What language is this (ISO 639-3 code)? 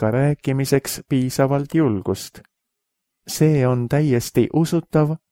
est